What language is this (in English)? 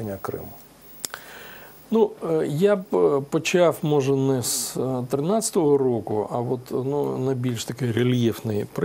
Ukrainian